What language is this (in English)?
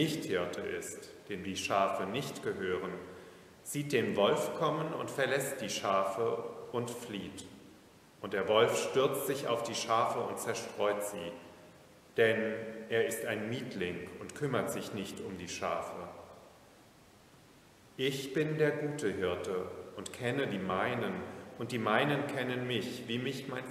German